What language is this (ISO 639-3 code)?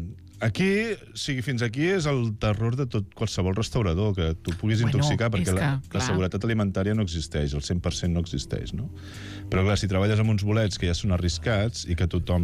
cat